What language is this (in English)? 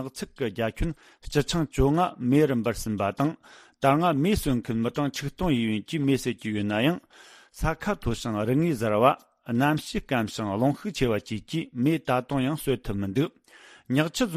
Tibetan